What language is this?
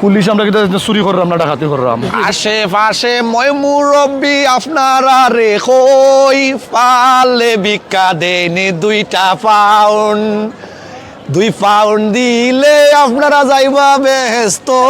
Sylheti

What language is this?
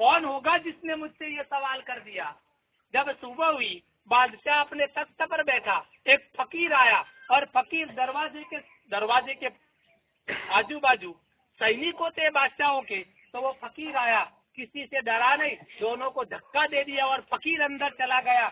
Urdu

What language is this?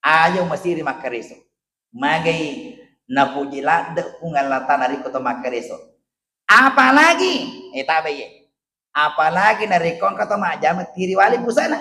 Buginese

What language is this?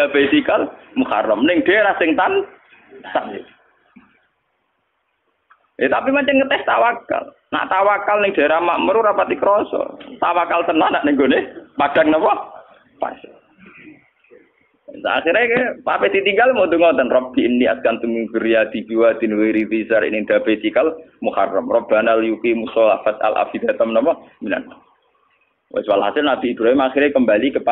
Javanese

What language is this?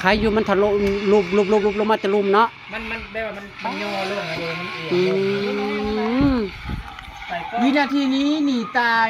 Northeastern Thai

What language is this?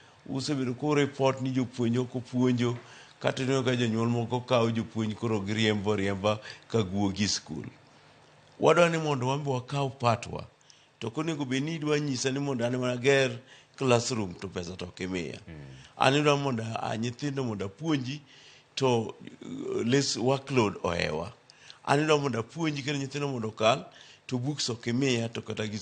Luo (Kenya and Tanzania)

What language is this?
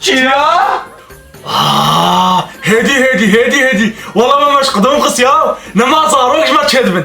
Kurdish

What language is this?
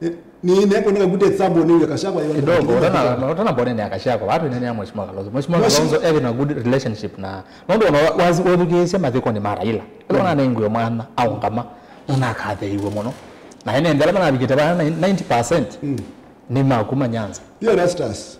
Kamba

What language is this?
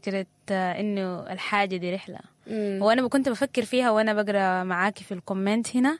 Sudanese Arabic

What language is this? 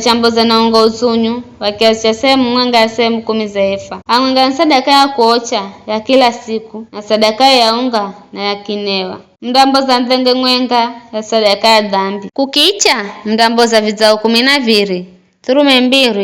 Giryama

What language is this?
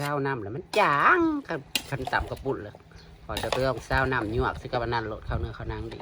Northeastern Thai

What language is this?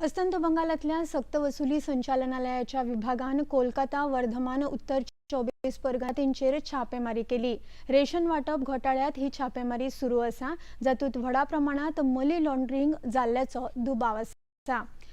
Konkani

